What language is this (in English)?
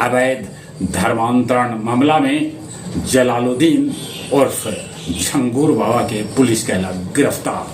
Magahi